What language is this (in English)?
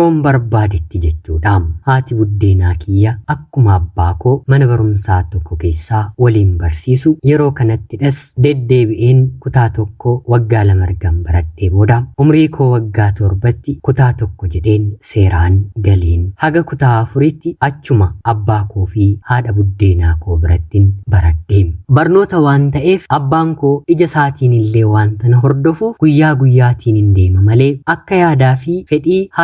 Oromo